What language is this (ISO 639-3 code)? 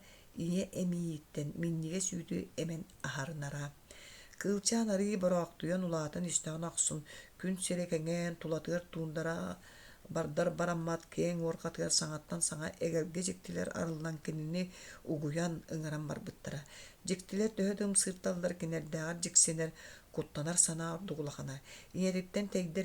sah